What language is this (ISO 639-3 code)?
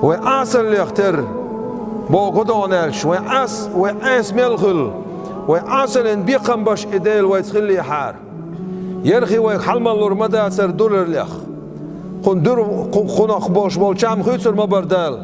che